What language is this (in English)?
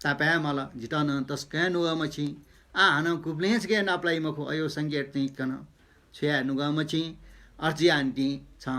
Newari